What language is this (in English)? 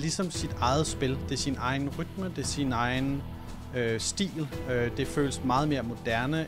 Danish